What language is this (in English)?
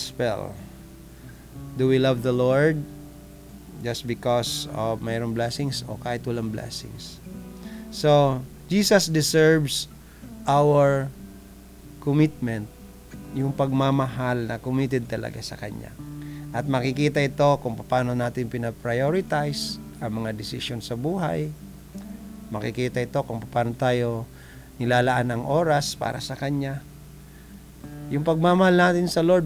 Filipino